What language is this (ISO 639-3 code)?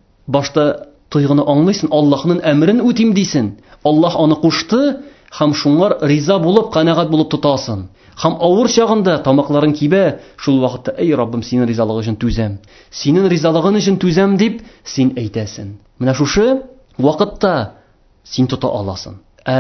tat